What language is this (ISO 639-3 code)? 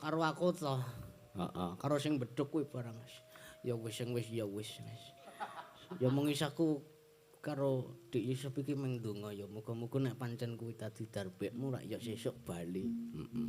jav